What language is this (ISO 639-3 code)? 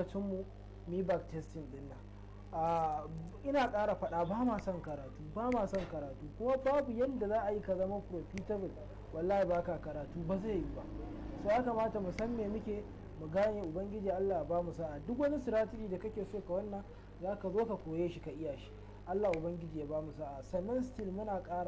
hau